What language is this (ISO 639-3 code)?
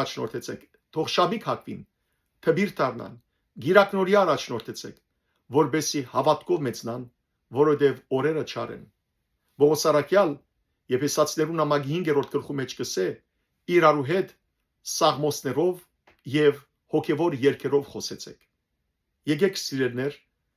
hyw